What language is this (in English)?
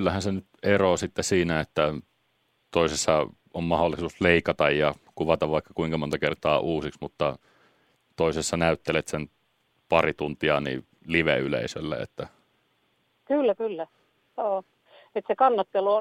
Finnish